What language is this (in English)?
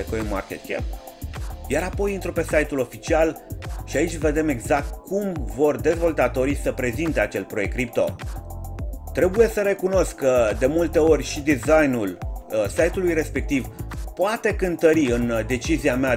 Romanian